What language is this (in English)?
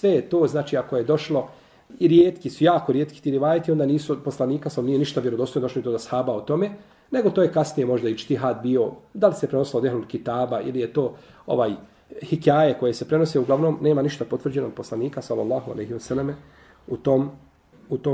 Bosnian